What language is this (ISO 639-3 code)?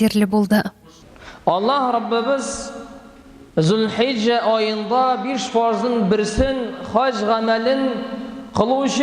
tat